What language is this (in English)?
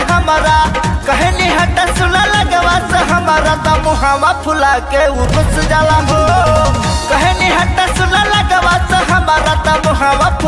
Bhojpuri